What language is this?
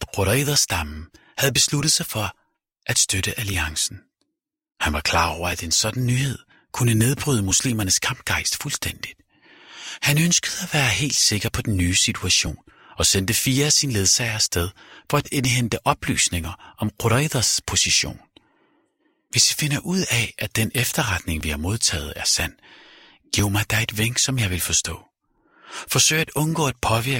Danish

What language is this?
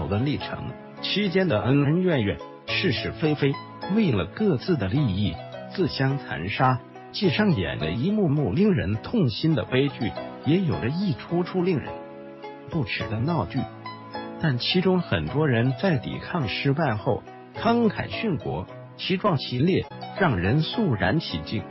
Chinese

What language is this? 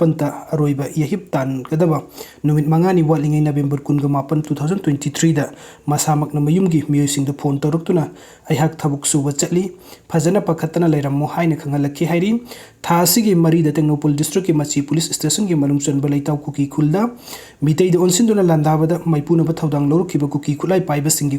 Manipuri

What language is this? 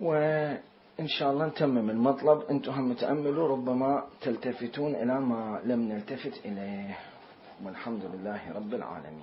Mesopotamian Arabic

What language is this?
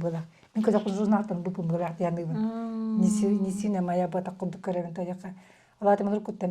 Yakut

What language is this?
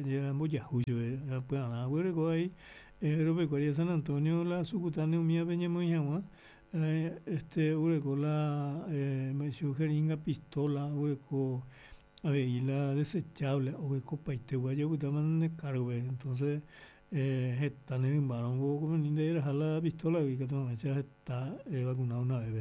Guarani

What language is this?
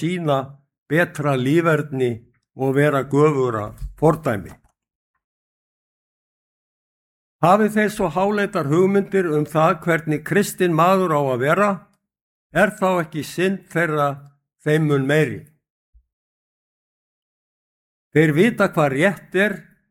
Icelandic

